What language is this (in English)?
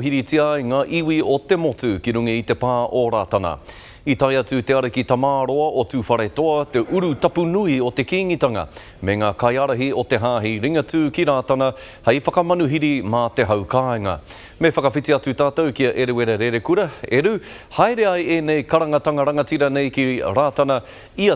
Māori